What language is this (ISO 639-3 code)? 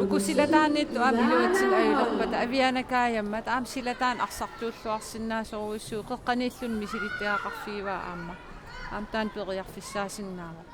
kal